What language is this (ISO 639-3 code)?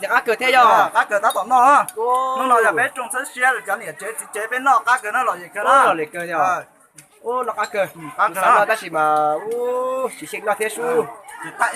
hmn